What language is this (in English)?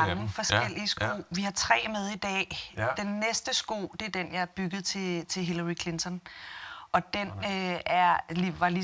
Danish